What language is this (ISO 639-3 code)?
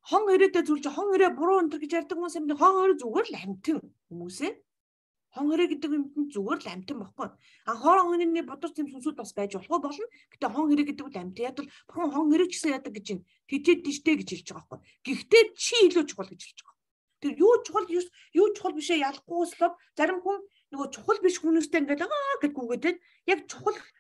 mon